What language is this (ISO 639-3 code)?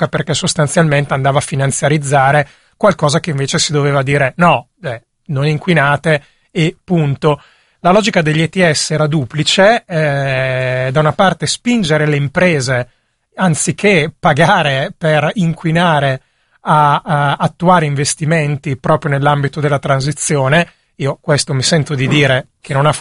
ita